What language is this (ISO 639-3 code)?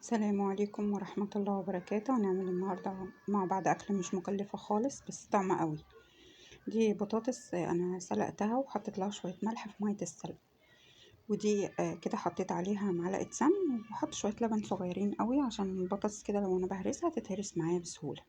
arz